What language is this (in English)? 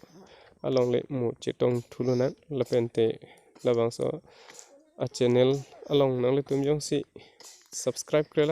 Karbi